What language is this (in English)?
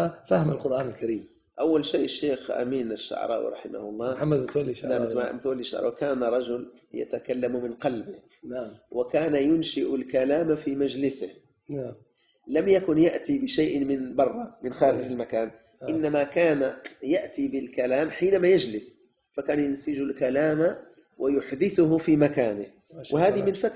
Arabic